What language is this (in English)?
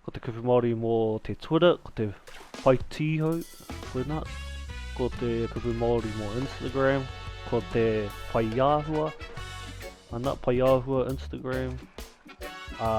Māori